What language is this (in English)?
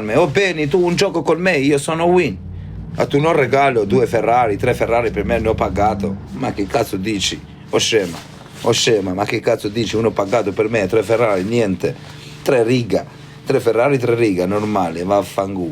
Albanian